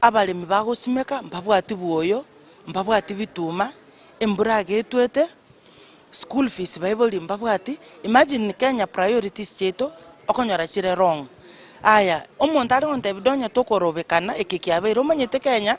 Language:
Gusii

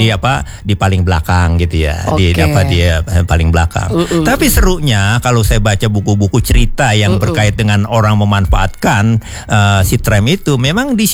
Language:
Indonesian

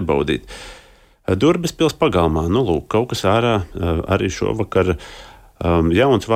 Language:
Latvian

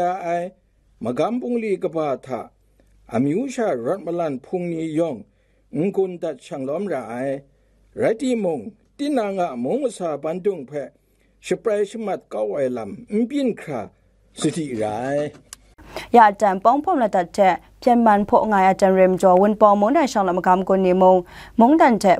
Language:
Kachin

